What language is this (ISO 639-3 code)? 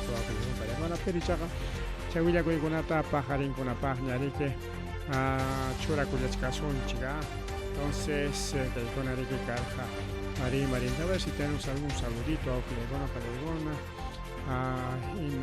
quy